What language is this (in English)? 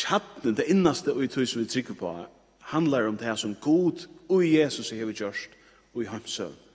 Faroese